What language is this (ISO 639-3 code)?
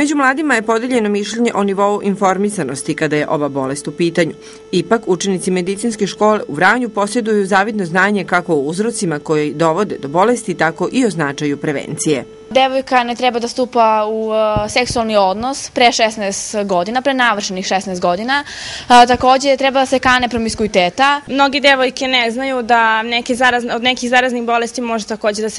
srp